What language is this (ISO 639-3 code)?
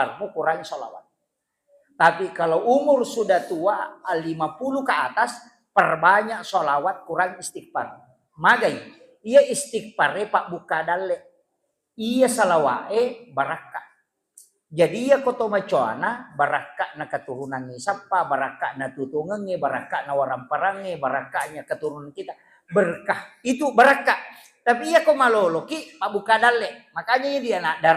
bug